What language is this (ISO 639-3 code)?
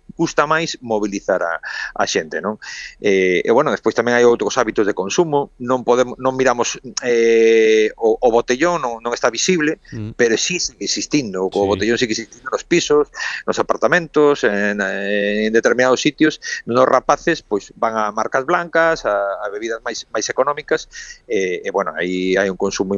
glg